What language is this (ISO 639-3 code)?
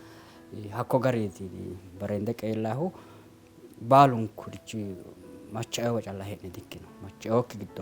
sid